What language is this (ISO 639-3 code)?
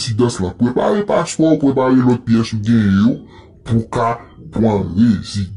hat